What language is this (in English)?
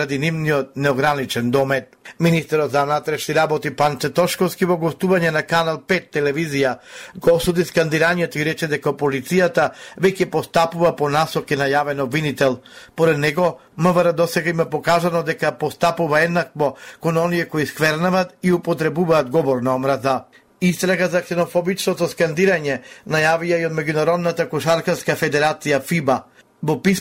Macedonian